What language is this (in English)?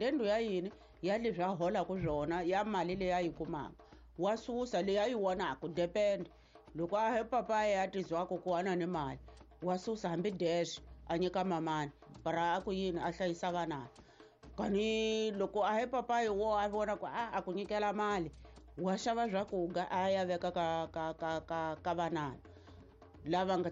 Tsonga